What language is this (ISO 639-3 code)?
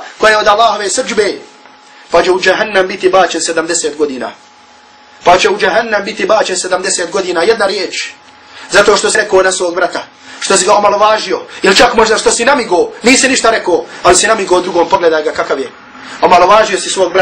bos